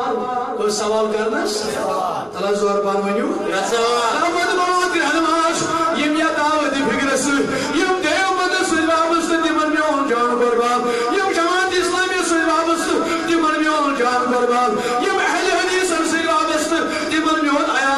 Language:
Kashmiri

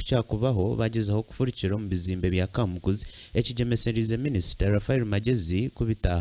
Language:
Nyankole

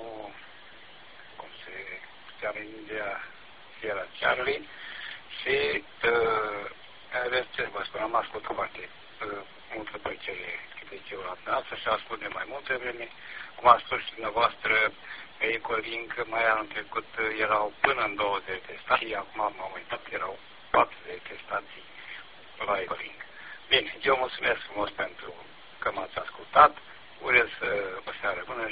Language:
Romanian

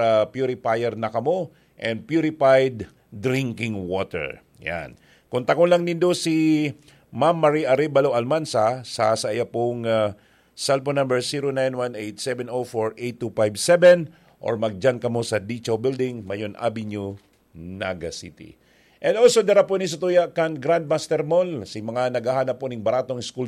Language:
Bikol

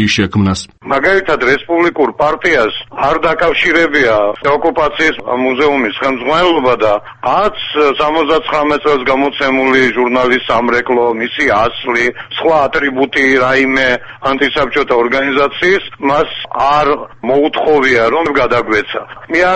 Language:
Georgian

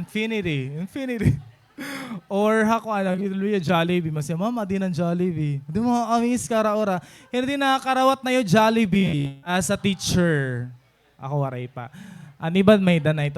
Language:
Waray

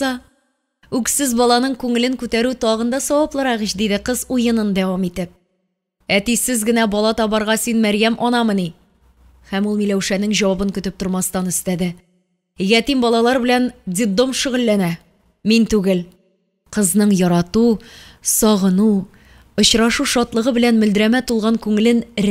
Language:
Tatar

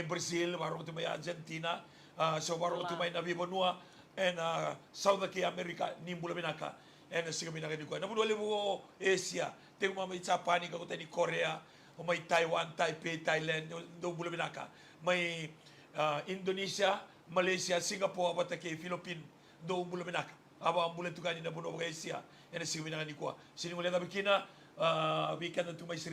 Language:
Fijian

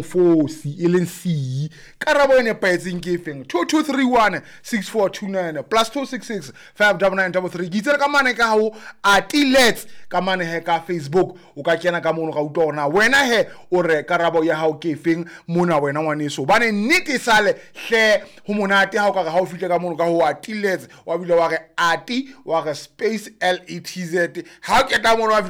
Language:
Southern Sotho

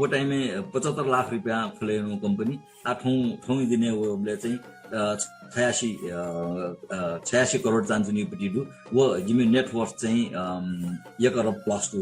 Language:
Newari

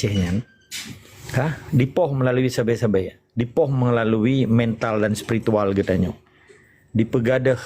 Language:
Achinese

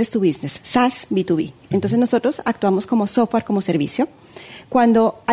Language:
Catalan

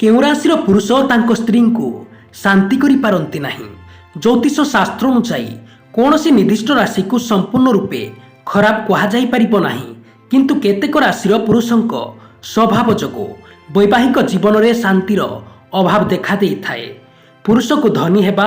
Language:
Odia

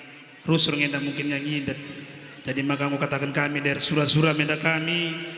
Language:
Batak Karo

